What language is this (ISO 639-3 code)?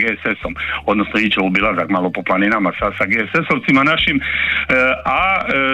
hrv